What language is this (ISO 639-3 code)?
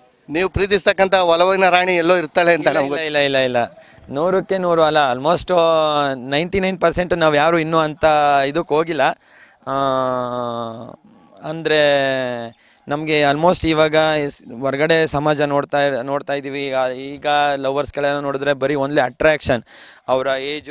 kan